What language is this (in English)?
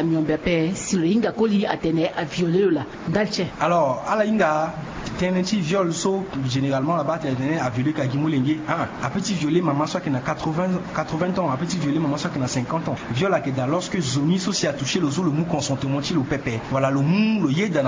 Sango